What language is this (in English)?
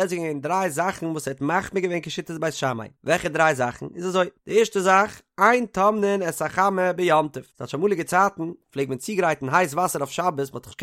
Yiddish